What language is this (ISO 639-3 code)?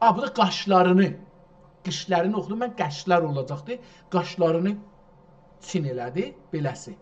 azb